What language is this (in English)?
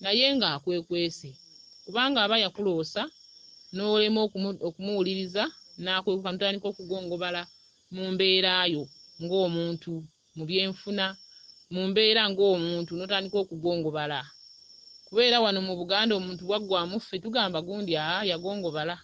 Ganda